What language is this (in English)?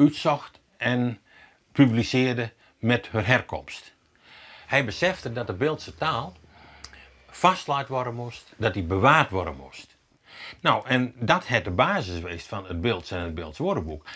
Western Frisian